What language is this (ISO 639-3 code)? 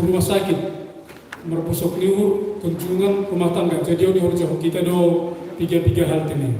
bts